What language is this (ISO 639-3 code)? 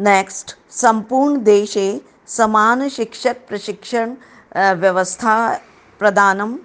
san